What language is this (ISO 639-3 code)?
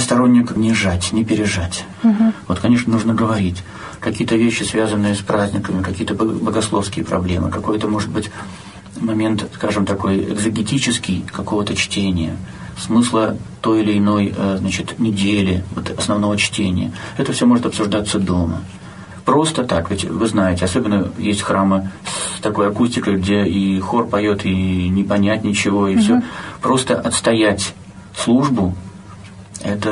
rus